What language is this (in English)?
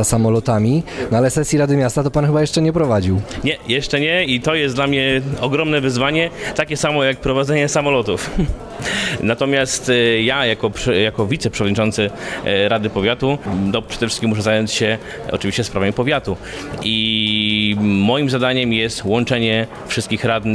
Polish